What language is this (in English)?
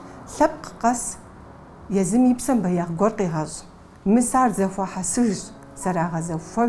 Kabardian